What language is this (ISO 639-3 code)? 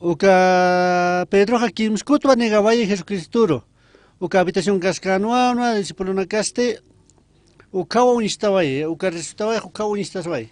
aym